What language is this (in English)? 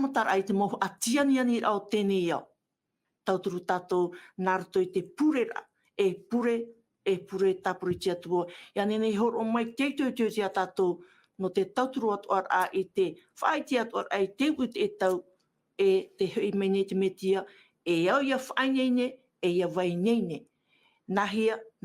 Tahitian